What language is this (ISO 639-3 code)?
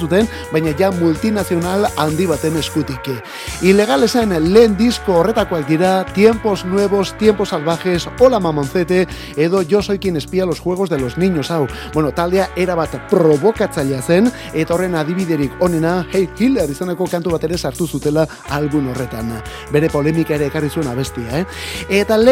eus